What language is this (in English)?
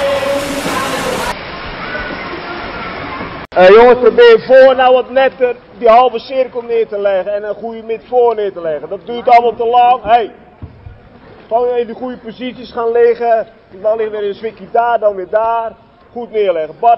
Dutch